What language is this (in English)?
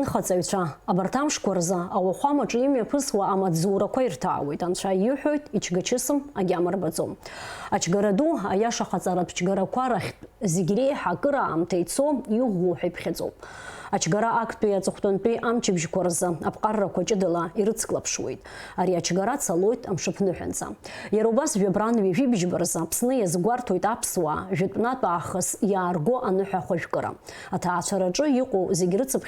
Abkhazian